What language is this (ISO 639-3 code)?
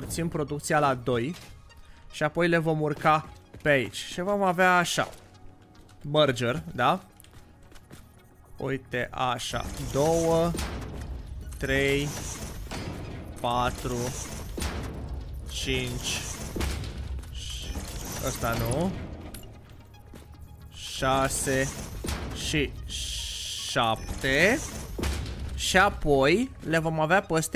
ron